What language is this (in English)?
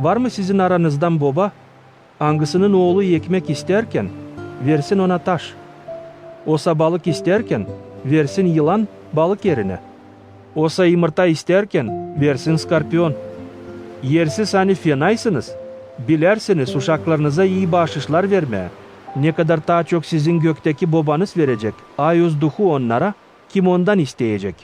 Gagauz